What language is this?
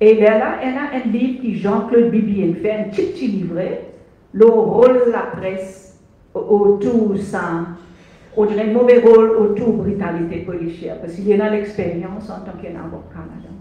Morisyen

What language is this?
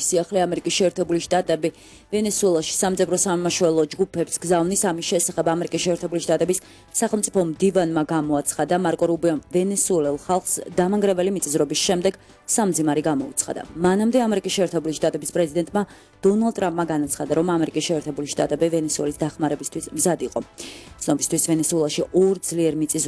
Georgian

